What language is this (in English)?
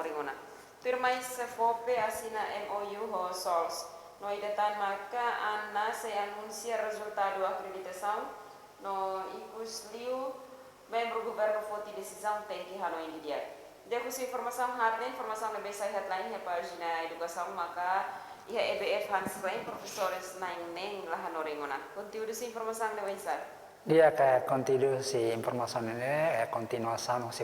Tetum